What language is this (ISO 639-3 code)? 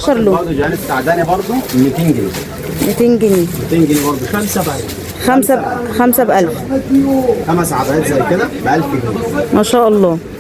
arz